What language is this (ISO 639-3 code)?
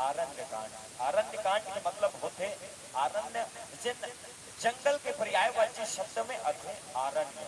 hne